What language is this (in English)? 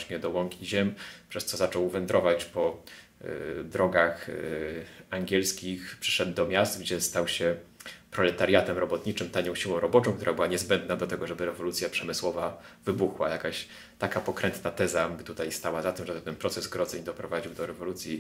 Polish